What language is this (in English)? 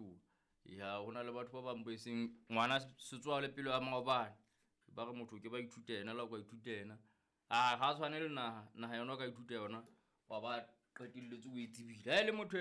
Southern Sotho